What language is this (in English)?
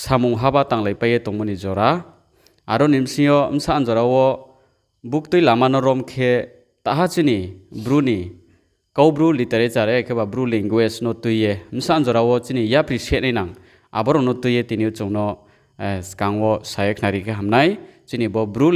Riang (India)